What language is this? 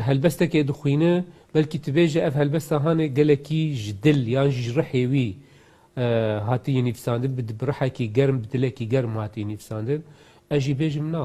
Kurdish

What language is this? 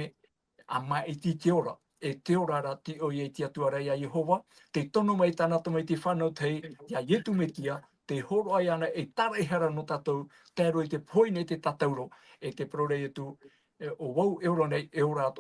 Tahitian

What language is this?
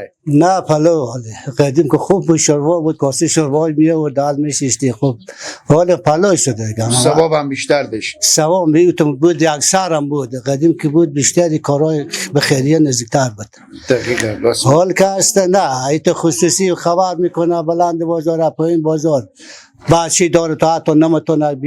Persian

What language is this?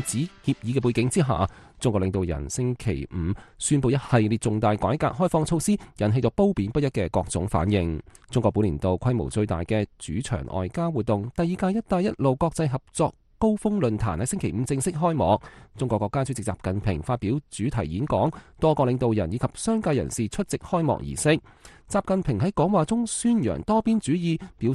Cantonese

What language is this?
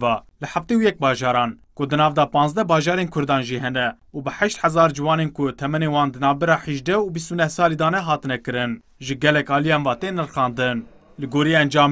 Kurdish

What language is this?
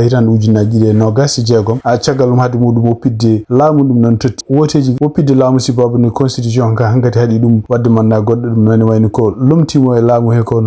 Fula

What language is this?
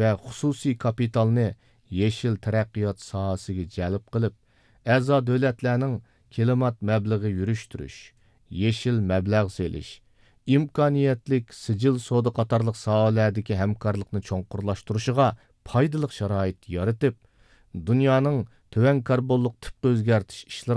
Uyghur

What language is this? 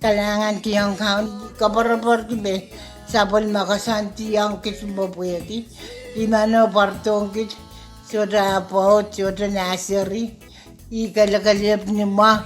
Pohnpeian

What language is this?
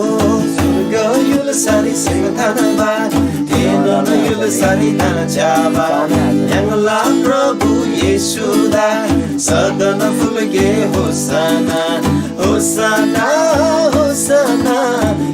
Eastern Tamang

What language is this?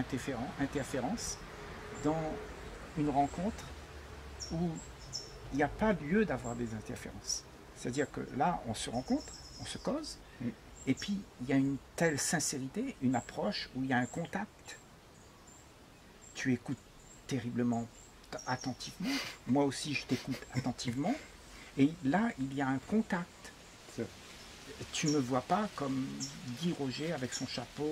French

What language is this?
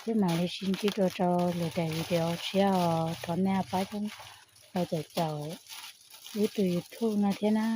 Hmong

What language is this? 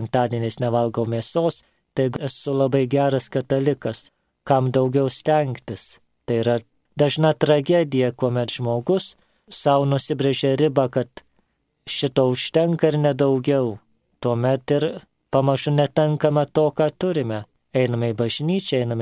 Lithuanian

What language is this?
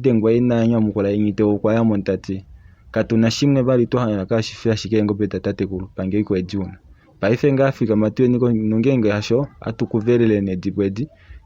Kuanyama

